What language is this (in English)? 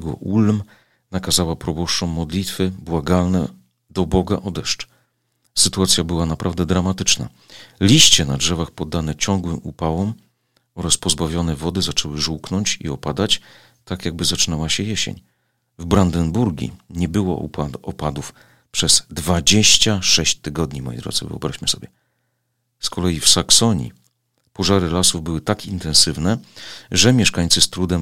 Polish